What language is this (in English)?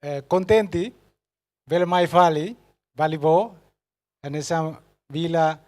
Tetum